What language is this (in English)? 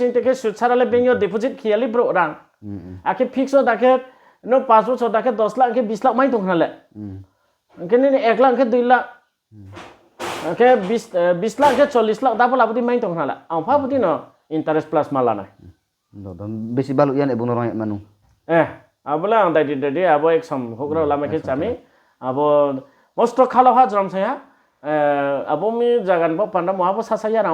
Riang (India)